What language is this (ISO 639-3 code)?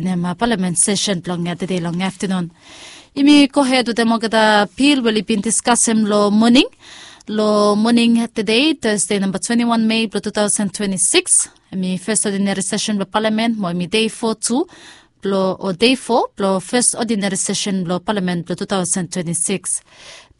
bis